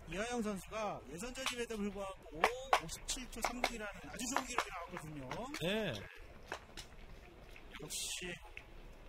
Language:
Korean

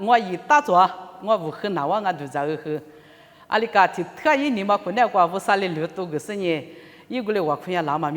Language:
Lisu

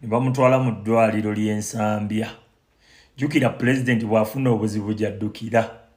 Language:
Ganda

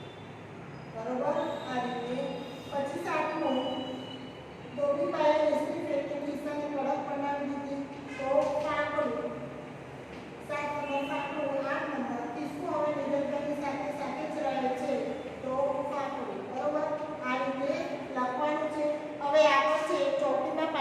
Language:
Gujarati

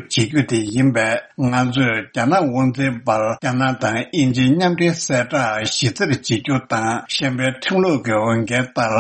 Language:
Tibetan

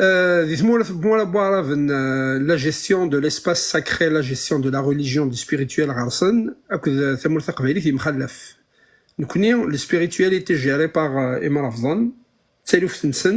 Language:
Kabyle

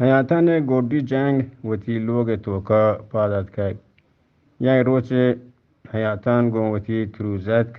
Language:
Eastern Balochi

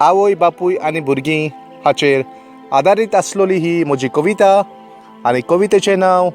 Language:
Konkani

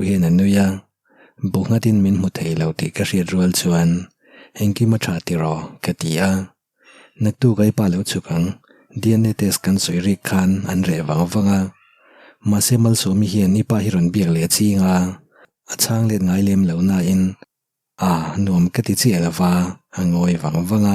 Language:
Mizo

